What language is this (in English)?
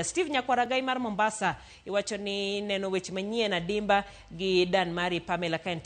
Luo (Kenya and Tanzania)